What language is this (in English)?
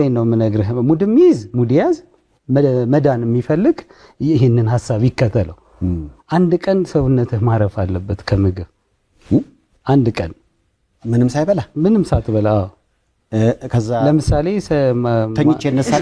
Amharic